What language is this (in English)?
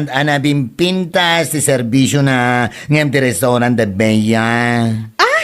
Iloko